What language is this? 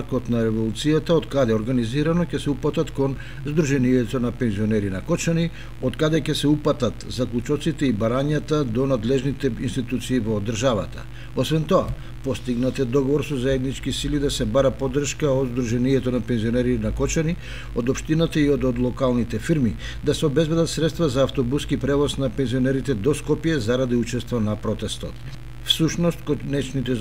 Macedonian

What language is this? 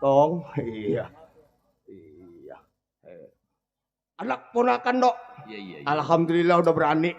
Betawi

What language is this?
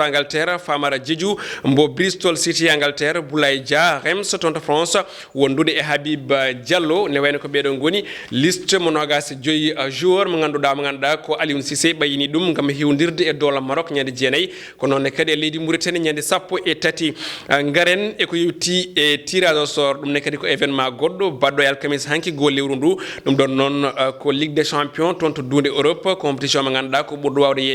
Fula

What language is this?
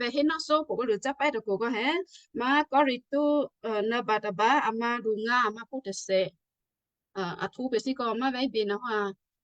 Western Kayah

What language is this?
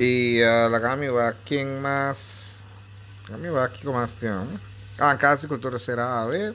Papiamento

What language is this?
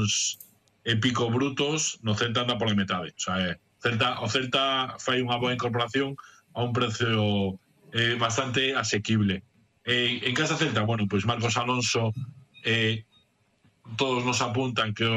Galician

